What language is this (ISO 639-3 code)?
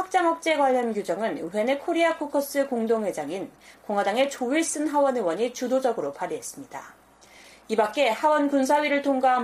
kor